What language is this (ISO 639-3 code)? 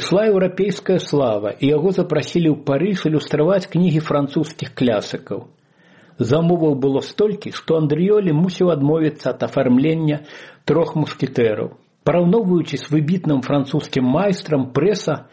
bel